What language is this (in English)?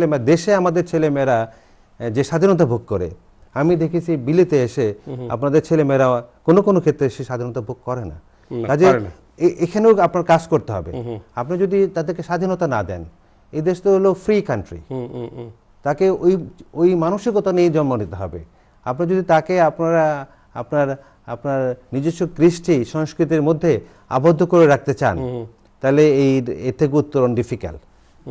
Bangla